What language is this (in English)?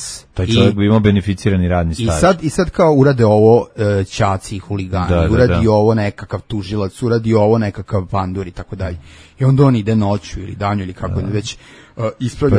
Serbian